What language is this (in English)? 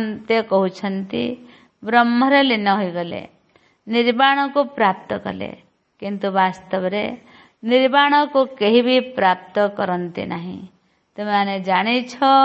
Odia